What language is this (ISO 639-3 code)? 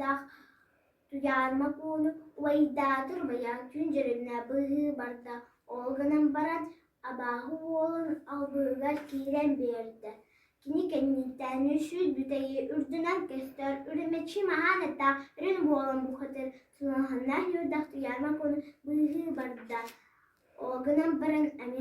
sah